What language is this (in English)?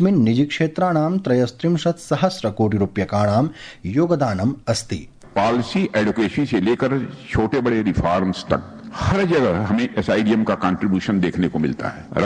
Sanskrit